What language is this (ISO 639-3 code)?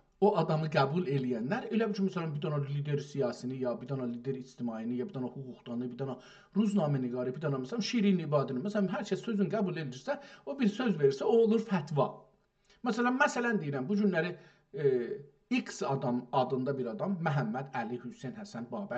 azb